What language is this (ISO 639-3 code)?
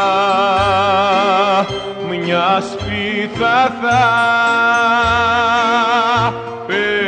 ell